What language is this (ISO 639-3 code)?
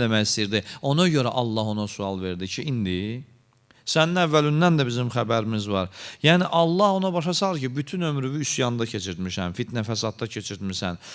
aze